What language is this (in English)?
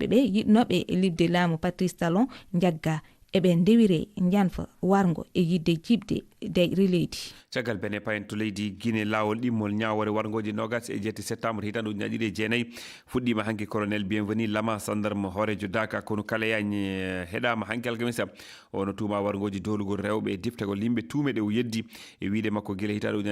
Fula